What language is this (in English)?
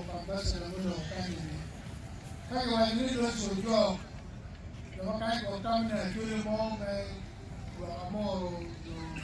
Acoli